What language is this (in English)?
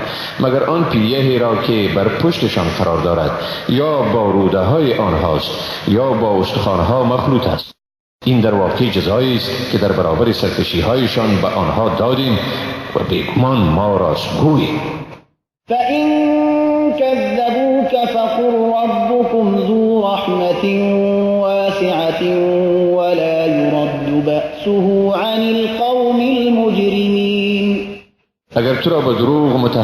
Persian